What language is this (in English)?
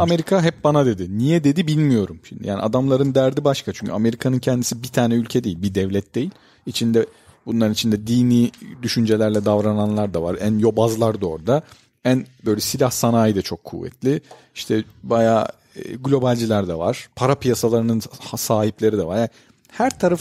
Turkish